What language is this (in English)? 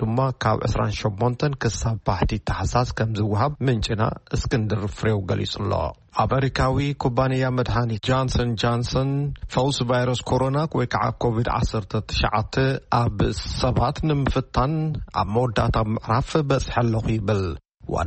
Tigrinya